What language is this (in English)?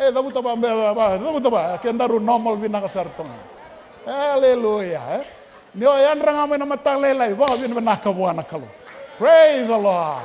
Fijian